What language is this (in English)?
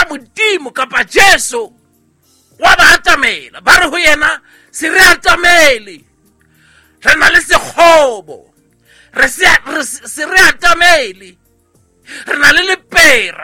Southern Sotho